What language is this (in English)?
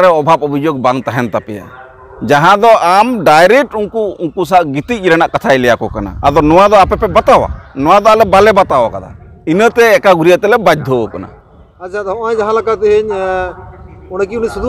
Santali